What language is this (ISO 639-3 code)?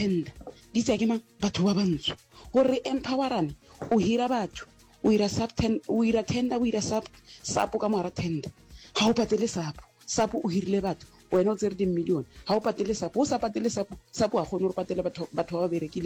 nso